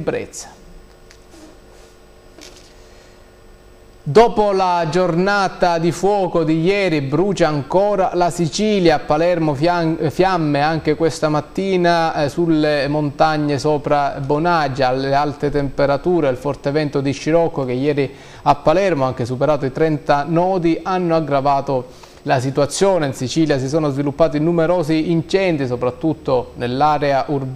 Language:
Italian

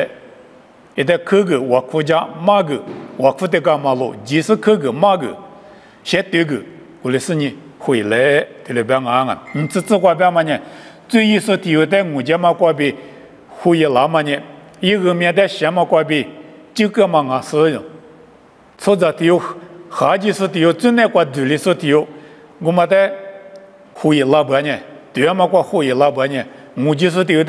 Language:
Lisu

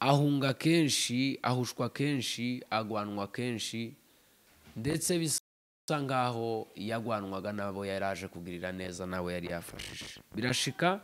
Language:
Rundi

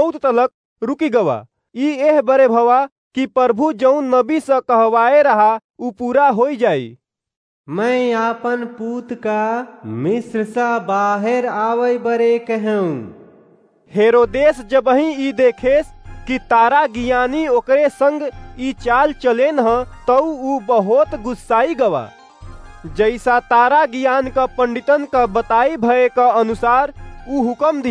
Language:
Awadhi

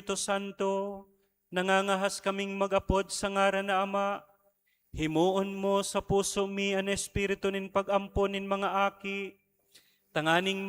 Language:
Bikol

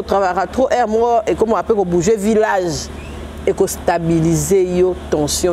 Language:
Lingala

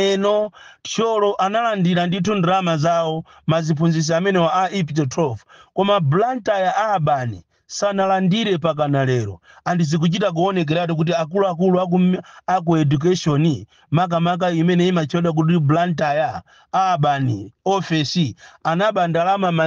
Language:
Nyanja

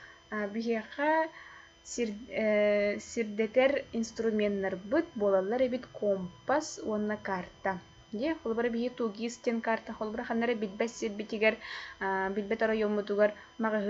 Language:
Yakut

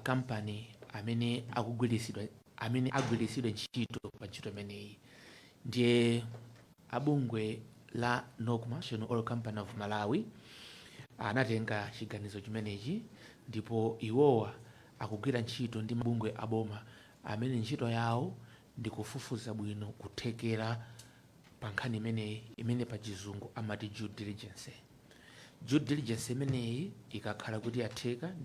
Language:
Nyanja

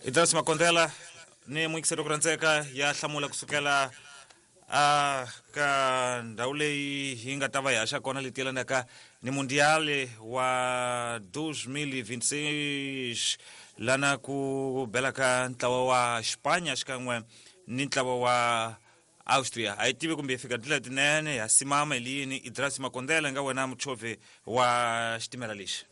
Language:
Tsonga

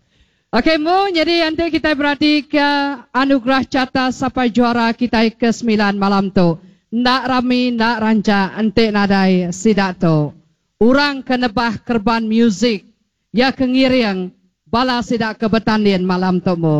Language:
Iban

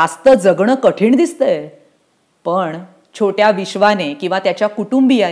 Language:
Marathi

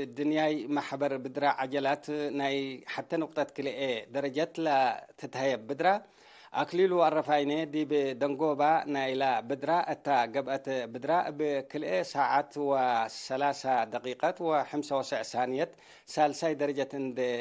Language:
Tigre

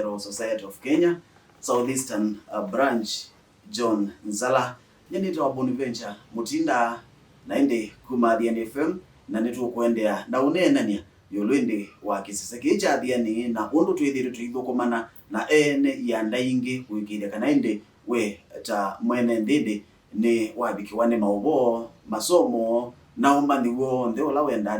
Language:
Kamba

